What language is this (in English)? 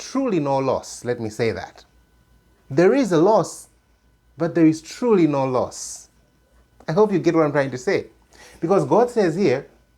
English